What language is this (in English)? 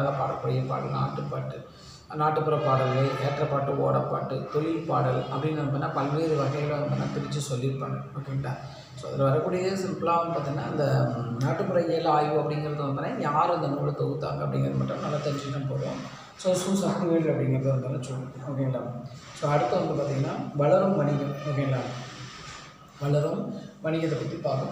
Tamil